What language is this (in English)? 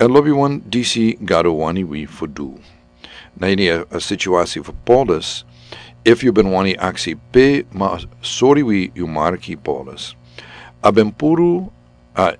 Sranan Tongo